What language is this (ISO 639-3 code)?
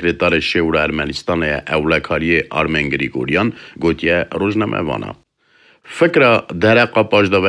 kur